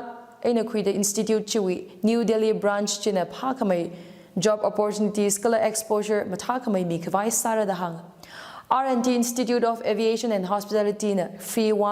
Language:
Tangkhul Naga (India)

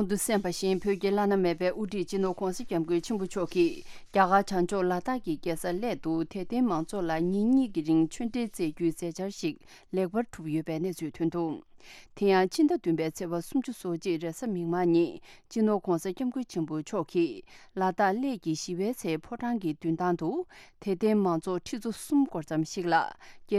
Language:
Tibetan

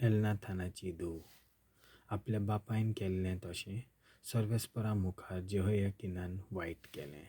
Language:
Konkani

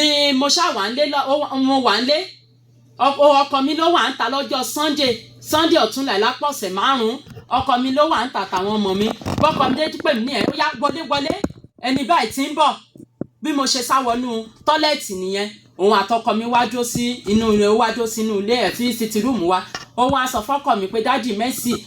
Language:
Yoruba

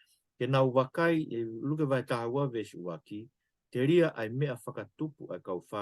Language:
Tongan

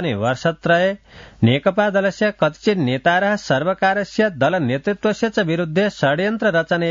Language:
Sanskrit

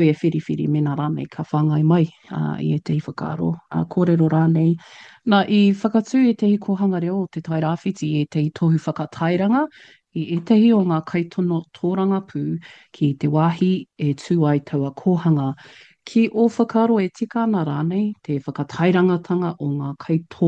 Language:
Māori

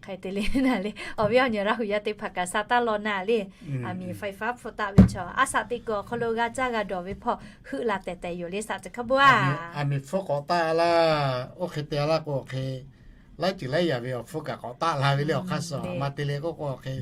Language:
Lahu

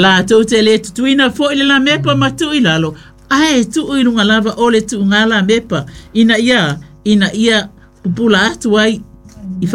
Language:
Samoan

